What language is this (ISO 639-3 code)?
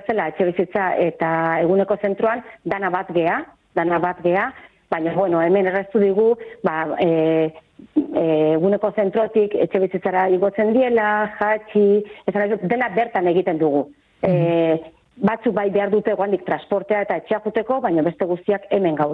eus